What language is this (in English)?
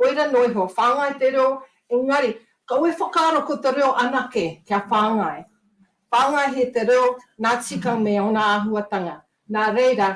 Māori